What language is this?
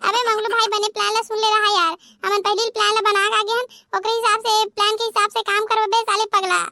Chhattisgarhi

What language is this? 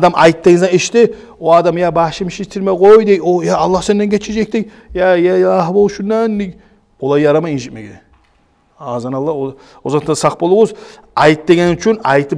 Kumyk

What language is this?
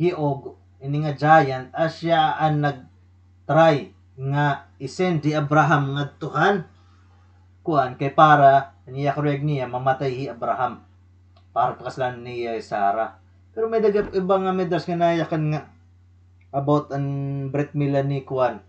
Waray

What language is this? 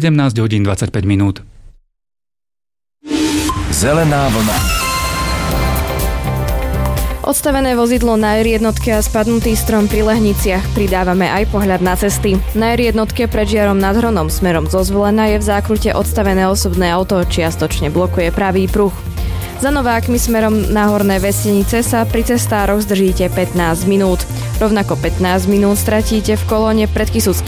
Slovak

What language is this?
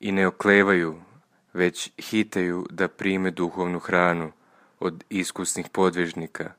Serbian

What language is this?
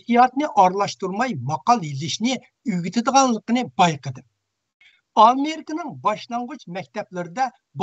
Uyghur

